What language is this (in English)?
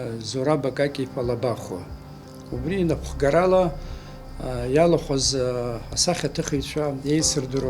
Abkhazian